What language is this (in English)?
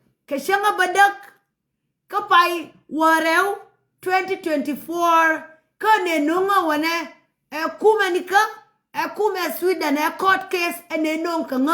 Nuer